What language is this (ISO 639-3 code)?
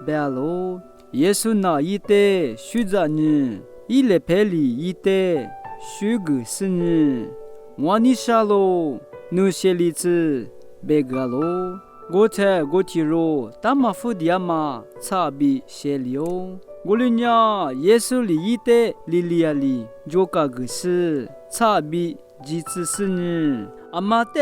lis